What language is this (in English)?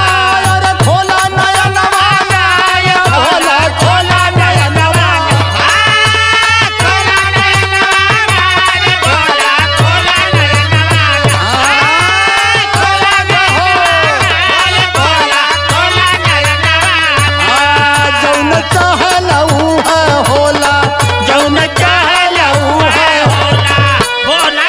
Bhojpuri